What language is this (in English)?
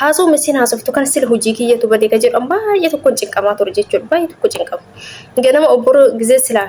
Oromo